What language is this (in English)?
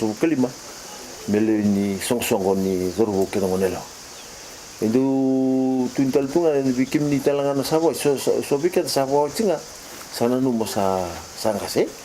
Fijian